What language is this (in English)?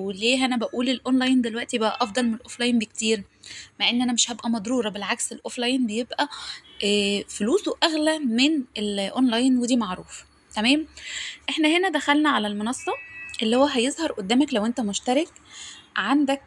Egyptian Arabic